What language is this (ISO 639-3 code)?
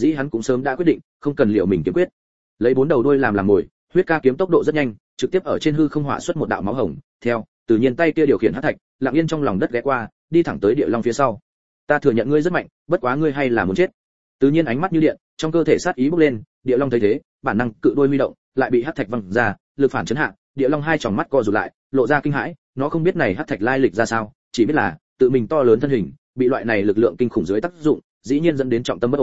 vie